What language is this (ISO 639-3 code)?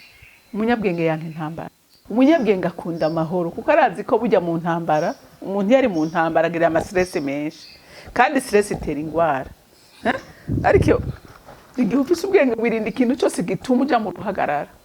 run